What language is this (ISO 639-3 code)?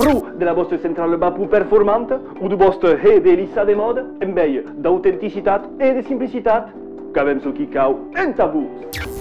oci